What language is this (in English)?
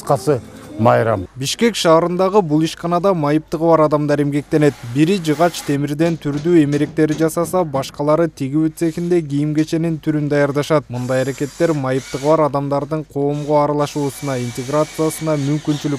Kyrgyz